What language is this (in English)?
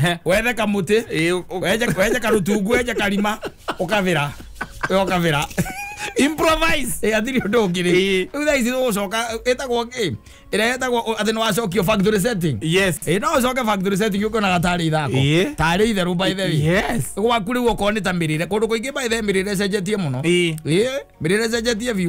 Kikuyu